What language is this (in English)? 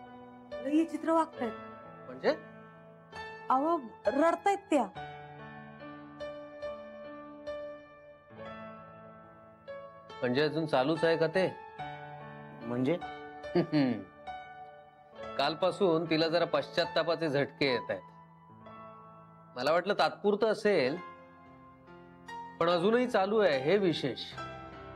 Marathi